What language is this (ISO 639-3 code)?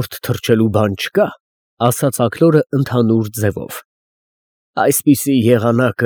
hye